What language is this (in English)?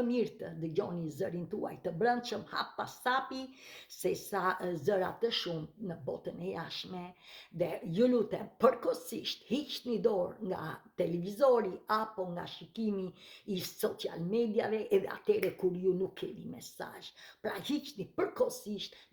Albanian